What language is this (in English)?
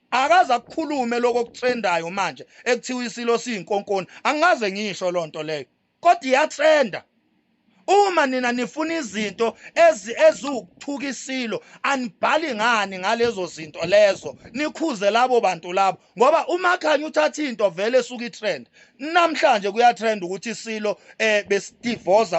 Zulu